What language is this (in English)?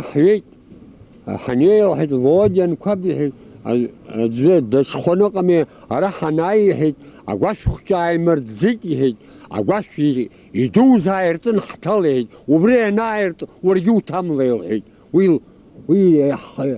Abkhazian